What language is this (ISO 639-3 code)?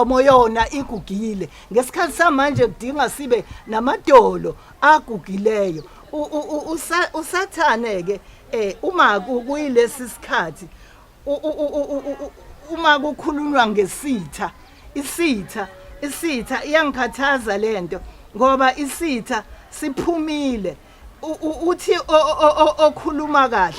zul